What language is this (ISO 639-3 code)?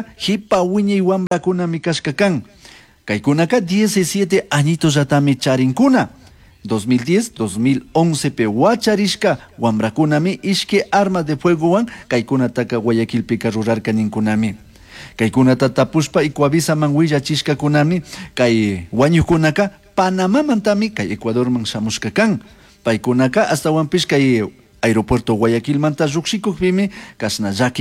qug